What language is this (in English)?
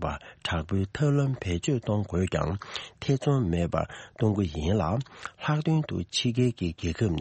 Tibetan